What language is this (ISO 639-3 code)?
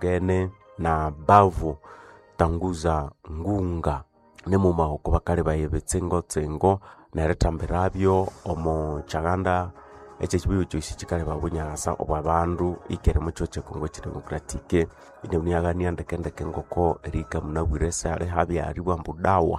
nnb